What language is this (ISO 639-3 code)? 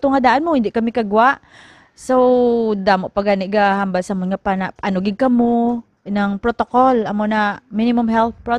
hil